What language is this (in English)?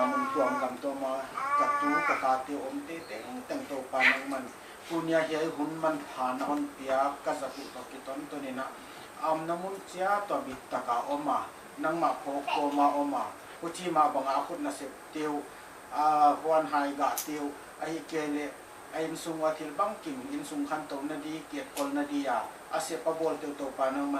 Paite Chin